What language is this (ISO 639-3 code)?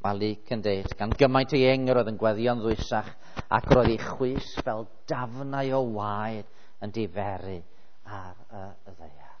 cym